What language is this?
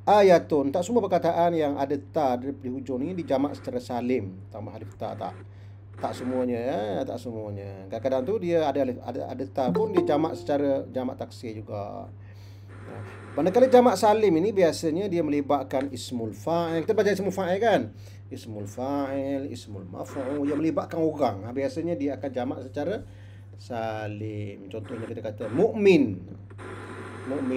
Malay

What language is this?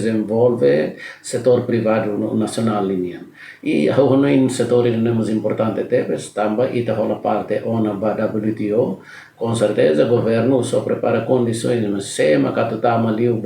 Tetum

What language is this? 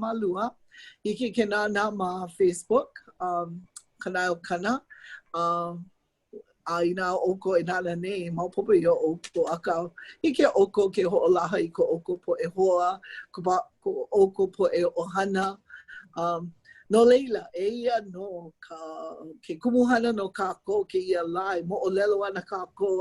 Hawaiian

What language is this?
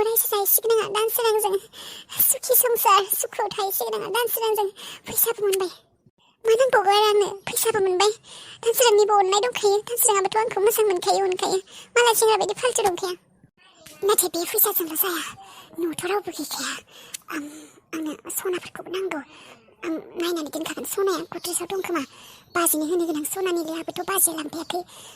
Bodo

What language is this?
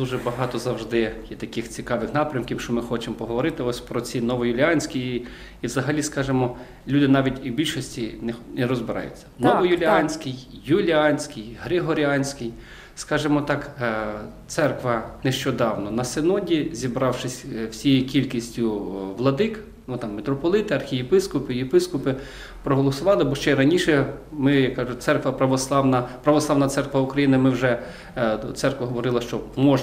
Ukrainian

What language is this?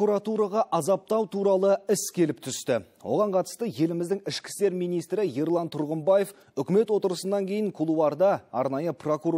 Kazakh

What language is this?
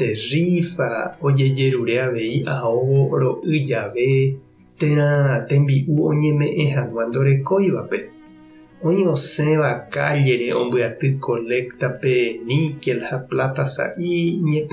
Guarani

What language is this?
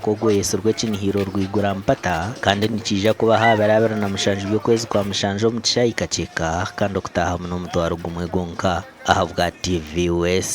Nyankole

